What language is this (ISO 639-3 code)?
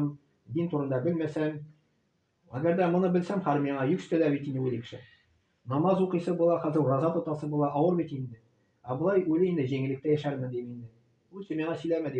tat